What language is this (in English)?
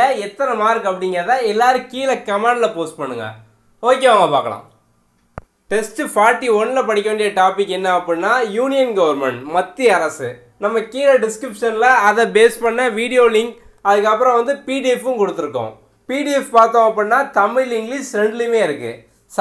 Tamil